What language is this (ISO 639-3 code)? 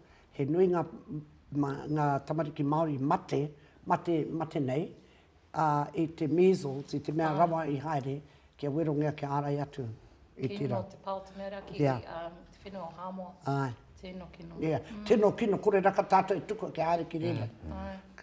mri